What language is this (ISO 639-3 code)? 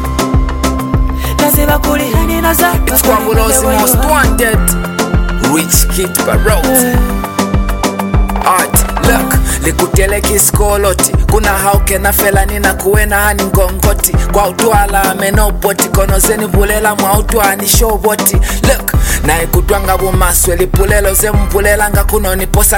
loz